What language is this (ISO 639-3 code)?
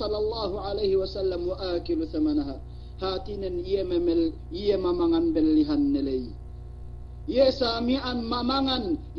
yka